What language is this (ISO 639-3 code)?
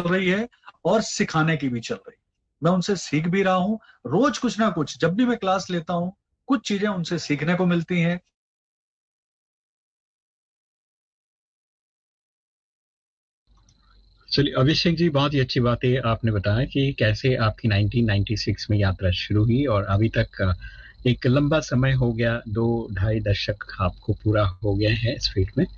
hin